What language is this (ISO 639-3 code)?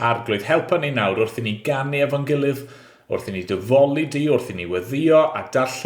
cym